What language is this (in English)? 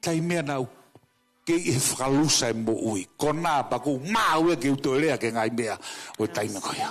Tongan